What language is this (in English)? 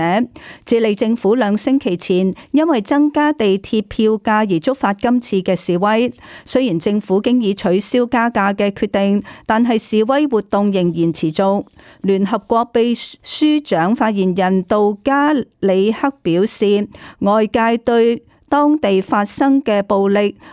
Cantonese